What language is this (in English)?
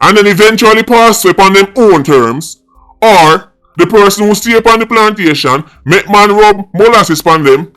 Jamaican Creole English